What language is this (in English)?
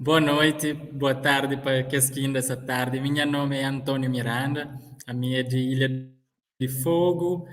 Kabuverdianu